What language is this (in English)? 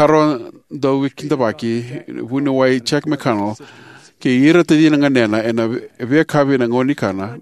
Fijian